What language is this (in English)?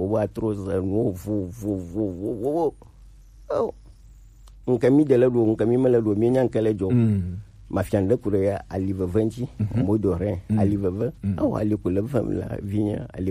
Gen